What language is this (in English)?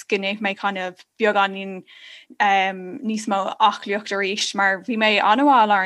Irish